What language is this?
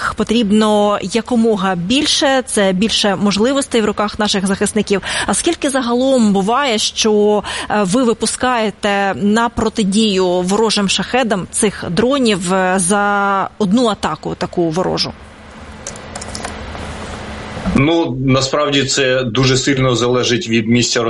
Ukrainian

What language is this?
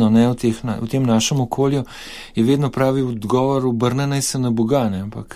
Slovenian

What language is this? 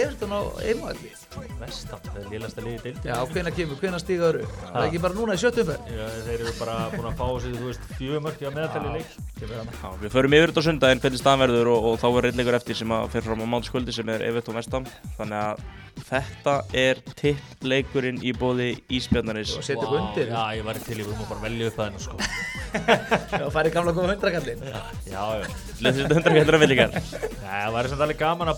Icelandic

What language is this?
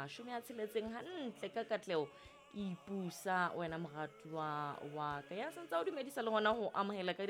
Southern Sotho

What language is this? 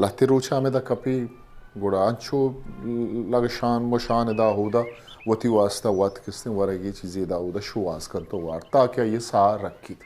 Eastern Balochi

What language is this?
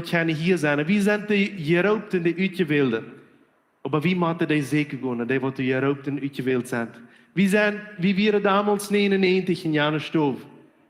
Plautdietsch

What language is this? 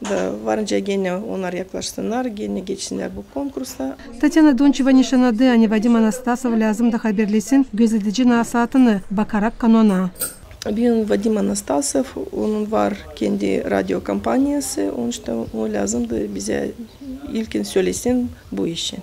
Gagauz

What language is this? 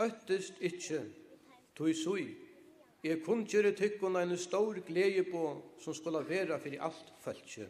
Faroese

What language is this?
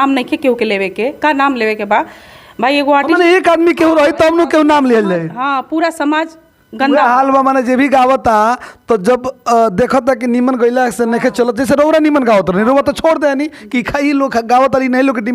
Bhojpuri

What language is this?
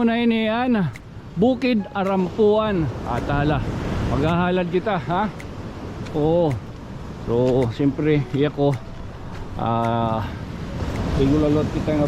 Waray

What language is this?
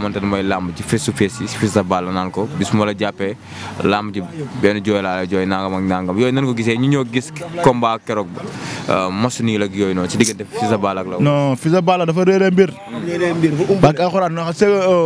Wolof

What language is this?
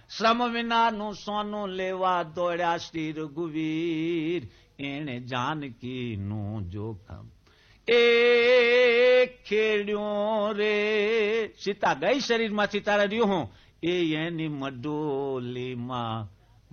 Gujarati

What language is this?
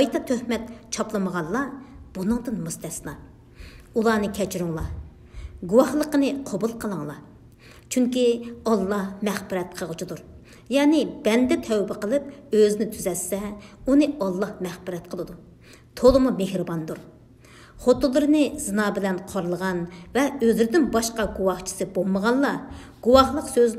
Uyghur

